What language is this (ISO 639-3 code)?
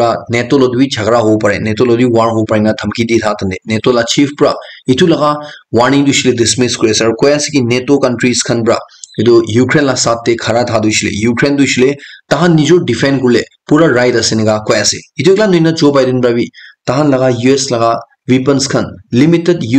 nag